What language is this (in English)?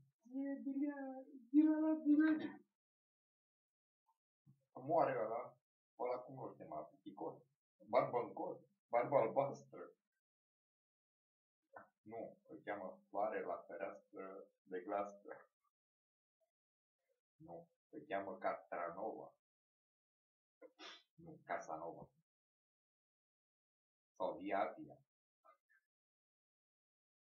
Romanian